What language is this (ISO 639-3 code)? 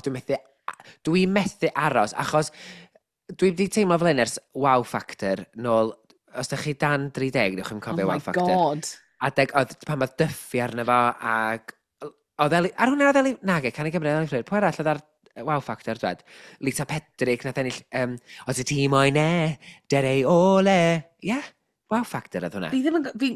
cym